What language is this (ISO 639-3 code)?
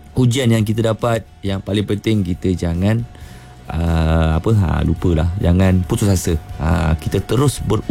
msa